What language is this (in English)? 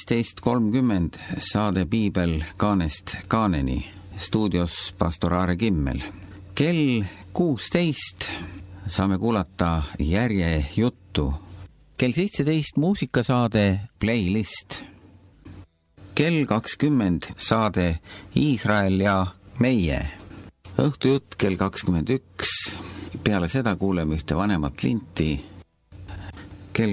Estonian